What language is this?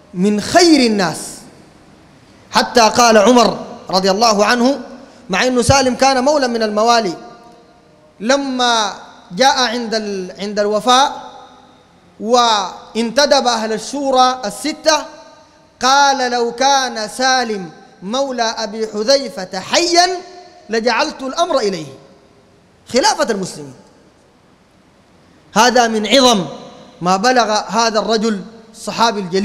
Sudanese Arabic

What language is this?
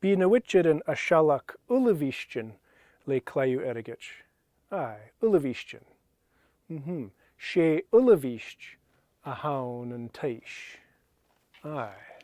Scottish Gaelic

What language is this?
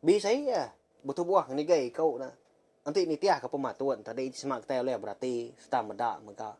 Iban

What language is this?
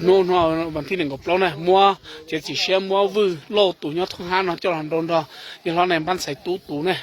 Hmong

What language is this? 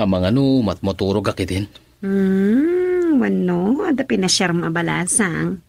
Iloko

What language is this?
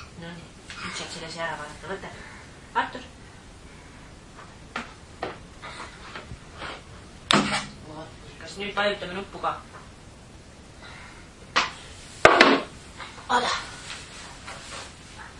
Estonian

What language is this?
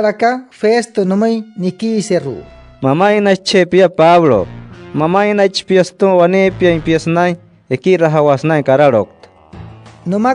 Wayuu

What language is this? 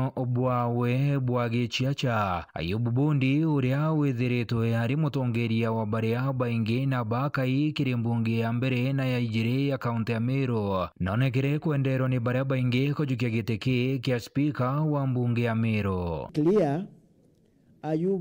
Meru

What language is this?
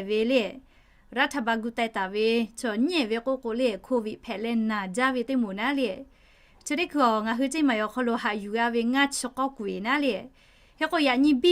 Lahu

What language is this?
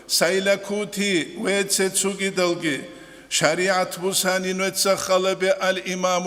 Avaric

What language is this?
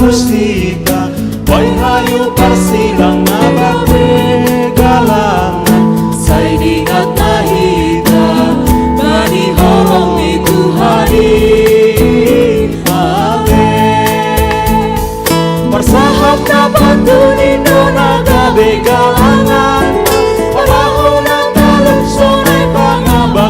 Batak Simalungun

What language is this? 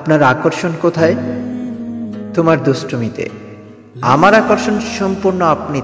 Bangla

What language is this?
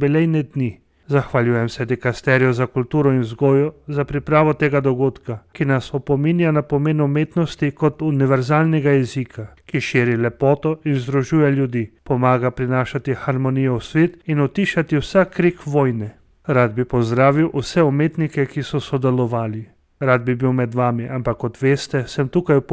Slovenian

